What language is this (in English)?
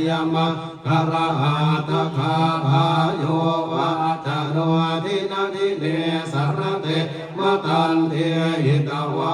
Pali